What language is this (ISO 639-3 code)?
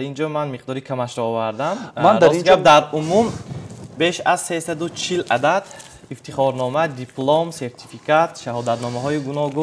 tgk